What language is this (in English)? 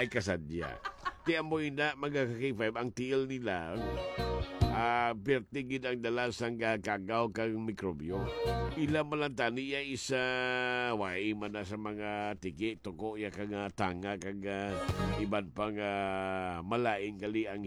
Hiligaynon